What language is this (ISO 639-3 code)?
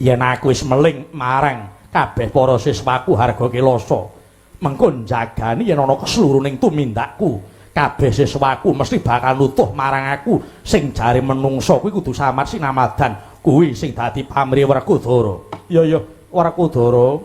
jav